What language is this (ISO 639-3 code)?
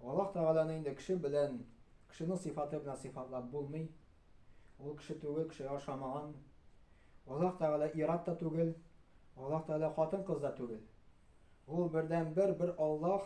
tat